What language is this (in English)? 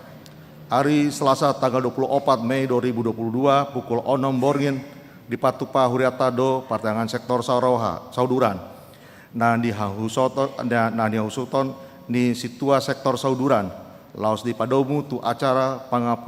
Batak Toba